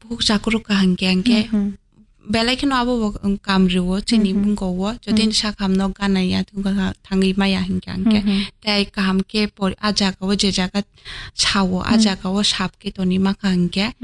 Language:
Kok Borok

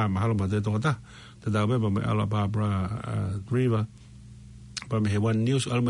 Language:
Tongan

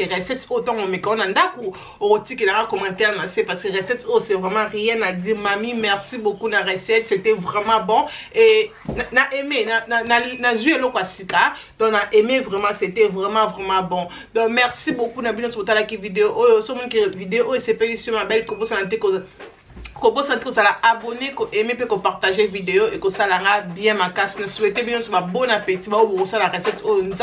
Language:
Lingala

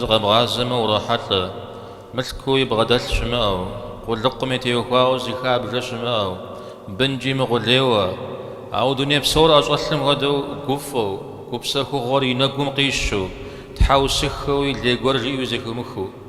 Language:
Kabardian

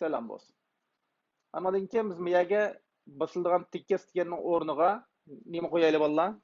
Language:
Uyghur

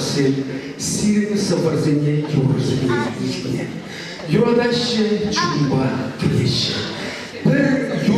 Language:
Chuvash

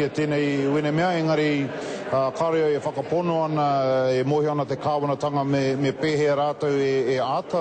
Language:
Māori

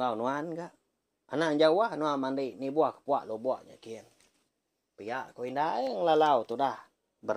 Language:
Iban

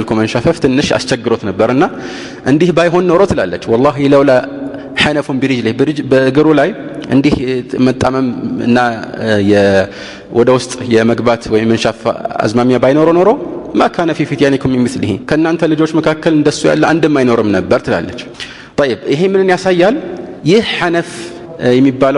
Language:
Amharic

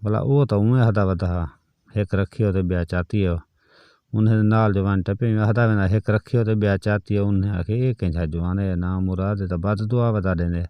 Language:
Saraiki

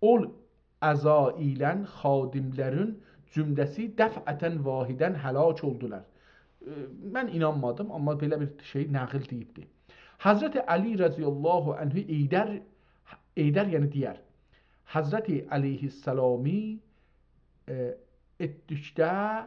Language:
South Azerbaijani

